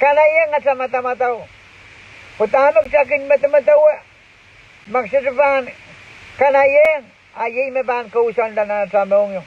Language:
Pohnpeian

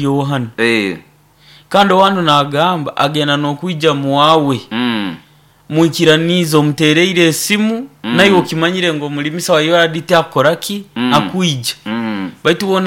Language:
Nyoro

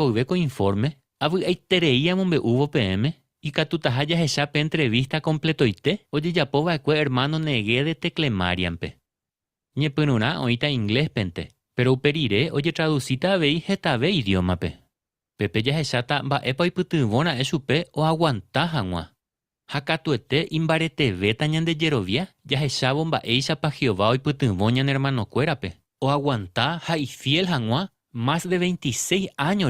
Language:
Guarani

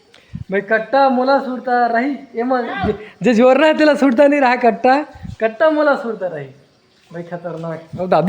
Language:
Chhattisgarhi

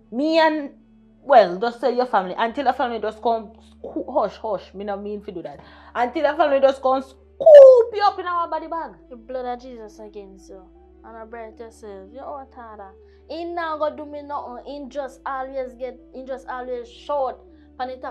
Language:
Jamaican Creole English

